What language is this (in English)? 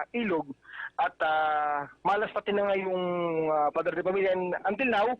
Bikol